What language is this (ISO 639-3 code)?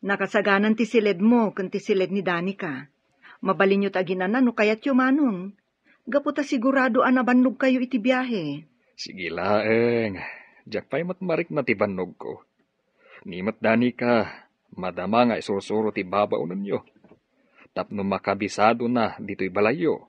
ilo